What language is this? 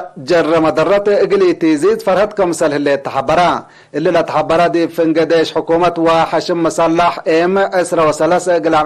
Tigre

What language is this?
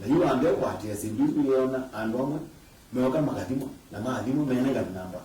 Kamba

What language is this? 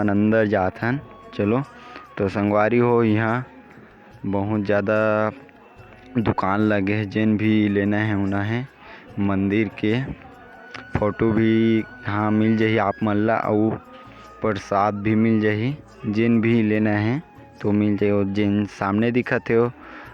Chhattisgarhi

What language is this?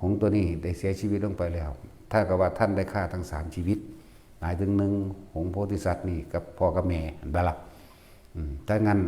Northeastern Thai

